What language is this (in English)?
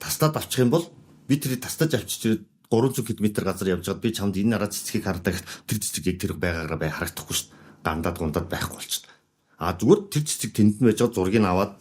Mongolian